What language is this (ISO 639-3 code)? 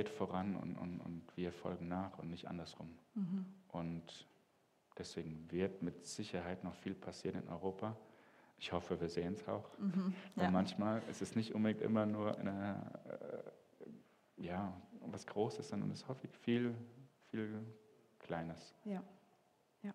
gsw